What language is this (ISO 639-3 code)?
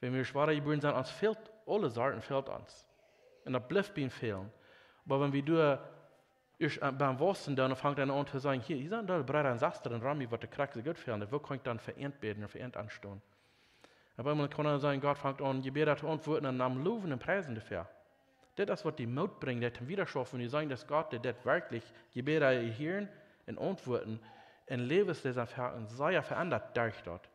pdt